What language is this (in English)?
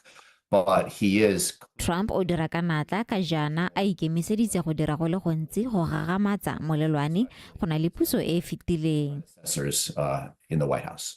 Tswana